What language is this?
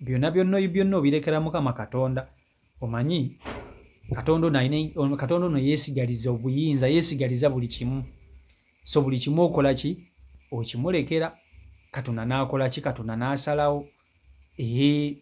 Ganda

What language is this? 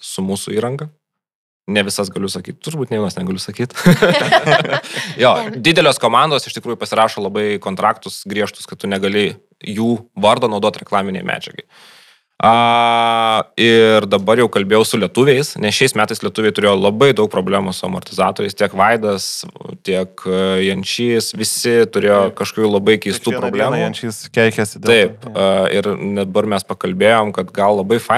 Lithuanian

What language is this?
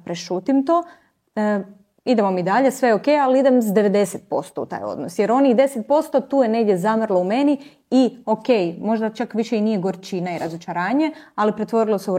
Croatian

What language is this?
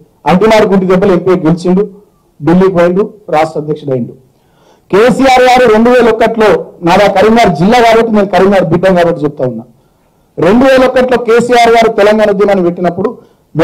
Telugu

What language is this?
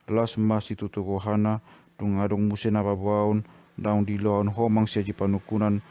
Batak Toba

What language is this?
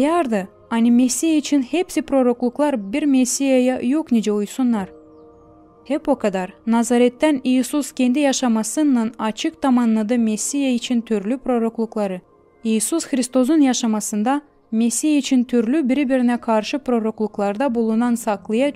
Gagauz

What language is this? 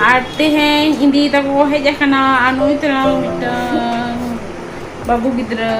Santali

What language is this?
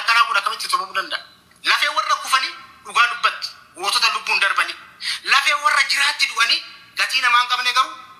Oromo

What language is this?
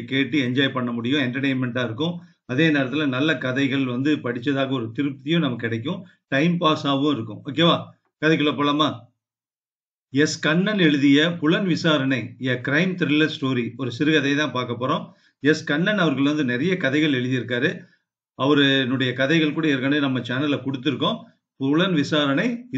Tamil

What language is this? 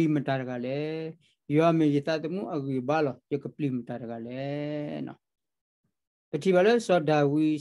S'gaw Karen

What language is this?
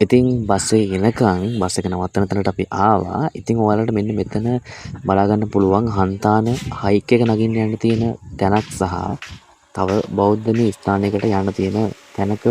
Sinhala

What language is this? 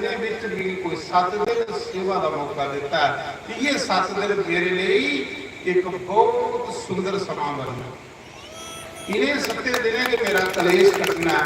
Dogri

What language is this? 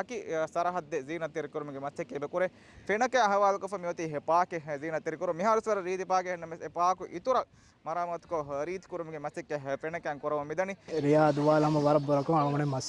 Divehi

